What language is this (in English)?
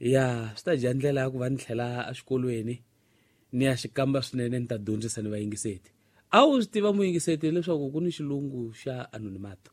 Tsonga